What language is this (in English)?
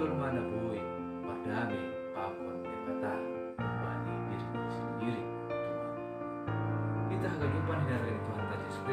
Batak Simalungun